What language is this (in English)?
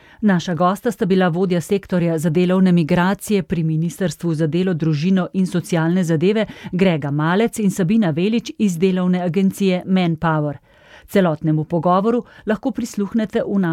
Slovenian